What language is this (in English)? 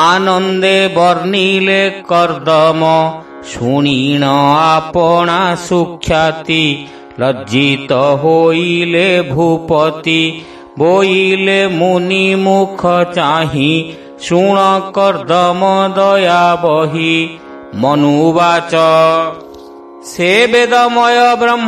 Odia